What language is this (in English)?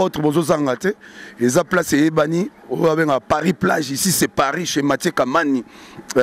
Lingala